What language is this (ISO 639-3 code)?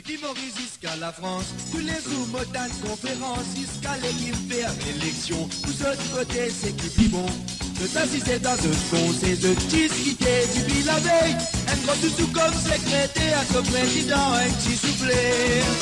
mfe